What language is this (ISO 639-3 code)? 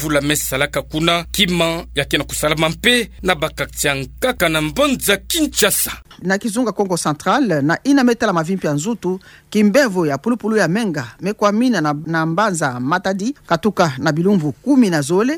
ktu